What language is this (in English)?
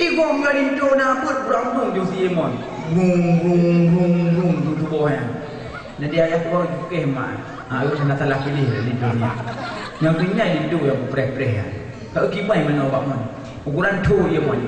Achinese